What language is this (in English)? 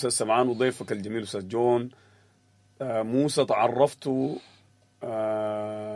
Sudanese Arabic